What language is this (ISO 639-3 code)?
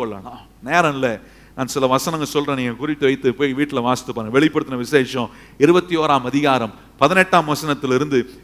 tam